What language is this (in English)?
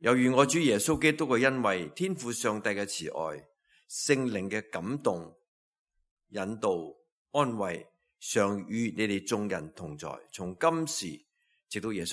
Cantonese